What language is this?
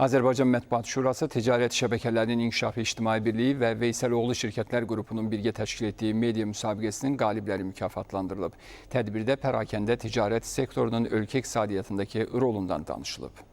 Azerbaijani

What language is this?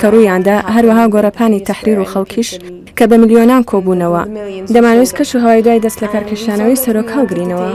Central Kurdish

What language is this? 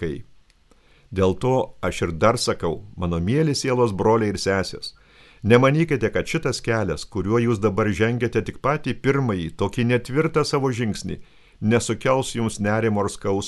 Lithuanian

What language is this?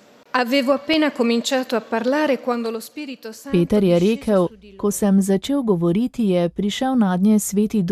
Slovenian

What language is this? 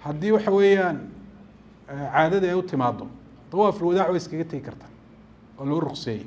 Somali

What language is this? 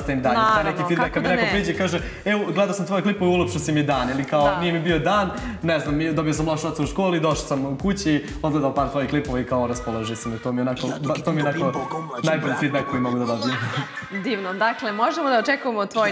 Serbian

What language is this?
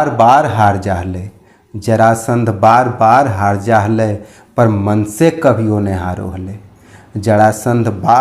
Magahi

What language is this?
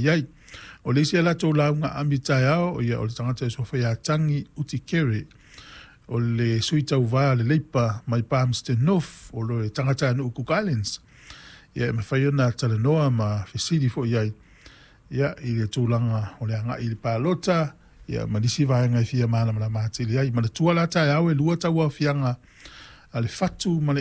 Samoan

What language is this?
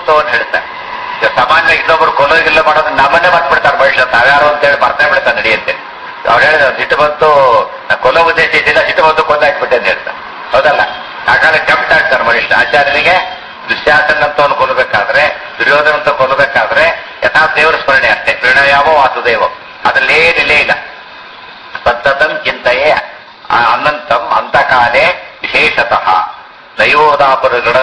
Kannada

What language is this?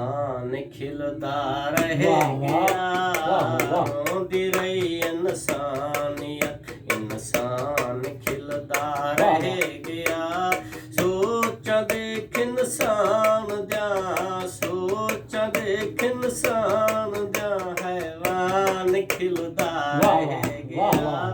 Saraiki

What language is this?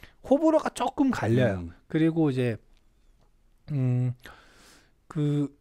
Korean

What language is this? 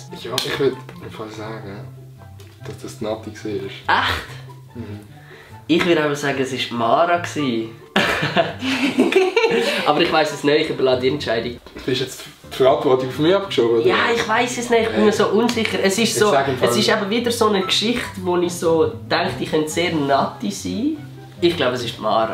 Swiss German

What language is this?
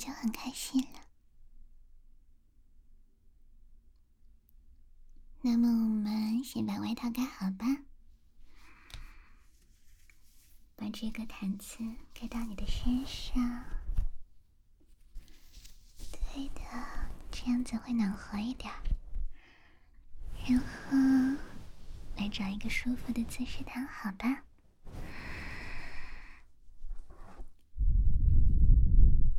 Chinese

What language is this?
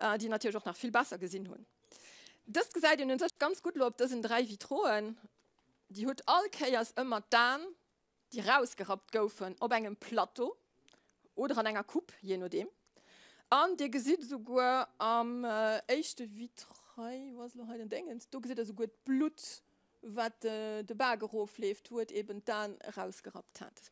Luxembourgish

